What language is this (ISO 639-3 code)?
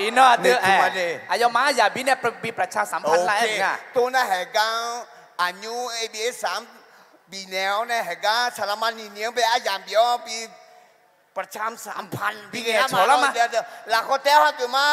ahk